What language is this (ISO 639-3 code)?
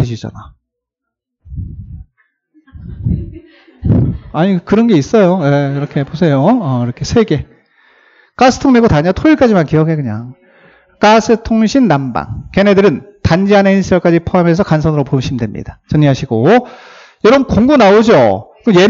kor